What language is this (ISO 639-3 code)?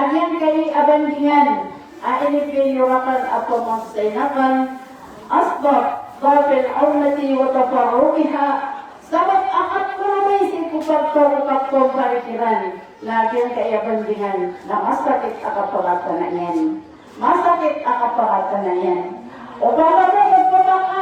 mrw